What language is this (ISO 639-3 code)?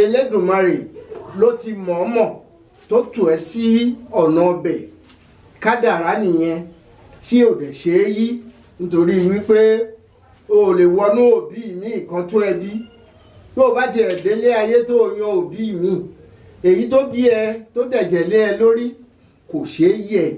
yor